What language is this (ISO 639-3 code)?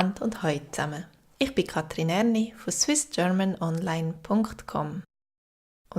gsw